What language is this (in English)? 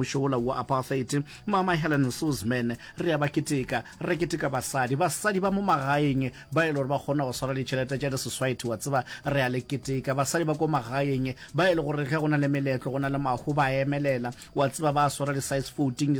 Northern Sotho